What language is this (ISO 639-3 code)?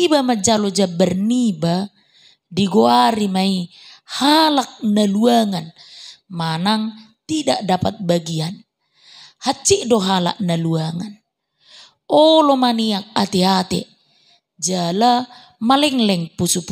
bbc